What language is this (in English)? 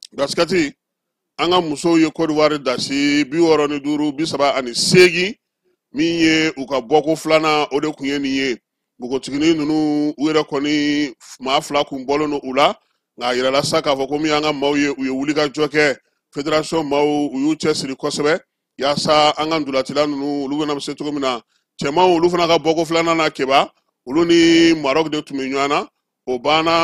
Bambara